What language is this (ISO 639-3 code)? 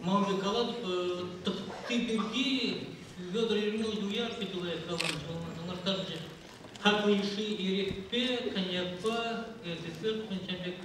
chv